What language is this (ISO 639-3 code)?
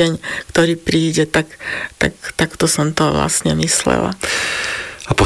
slk